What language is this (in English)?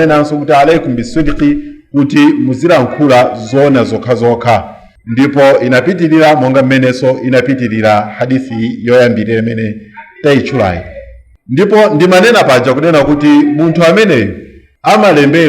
Nyanja